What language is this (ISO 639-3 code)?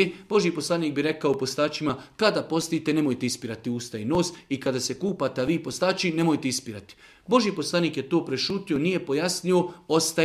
srp